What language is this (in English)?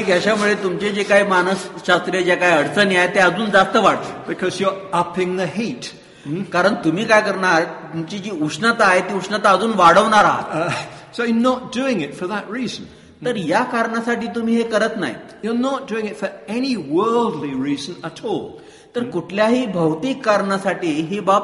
Marathi